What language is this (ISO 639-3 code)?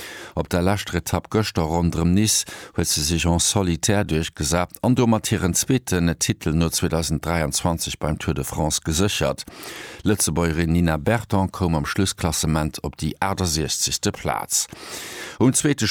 ltz